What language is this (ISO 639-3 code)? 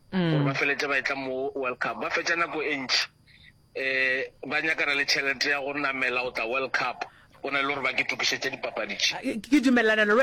nso